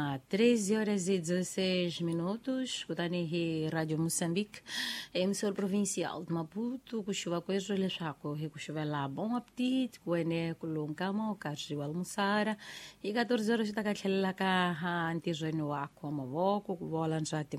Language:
Tsonga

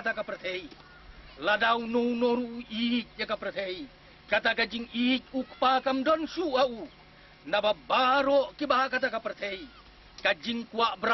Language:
Khasi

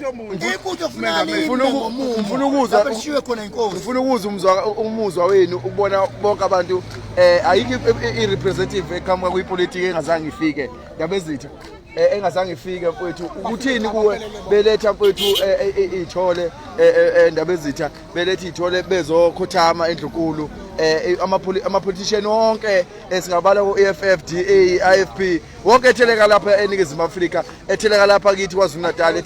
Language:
Zulu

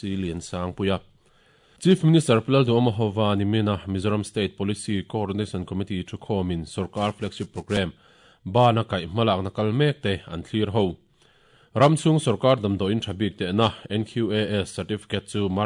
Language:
Mizo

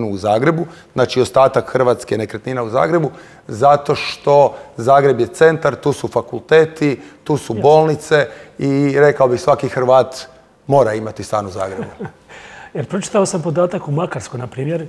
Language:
Croatian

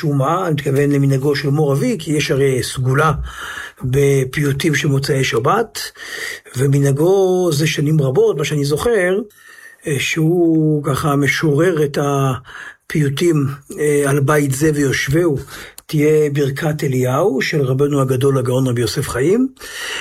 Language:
Hebrew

